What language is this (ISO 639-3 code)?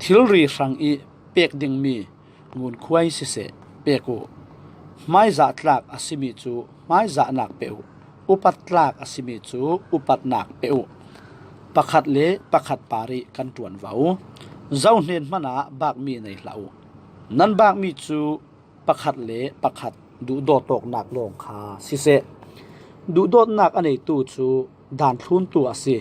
cfm